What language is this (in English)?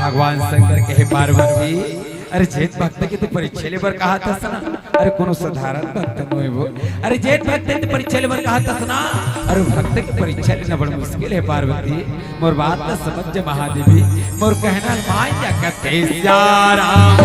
Chhattisgarhi